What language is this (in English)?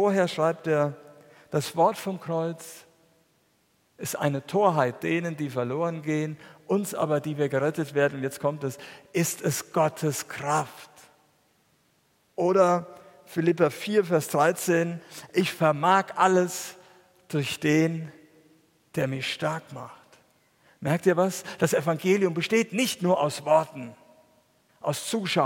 German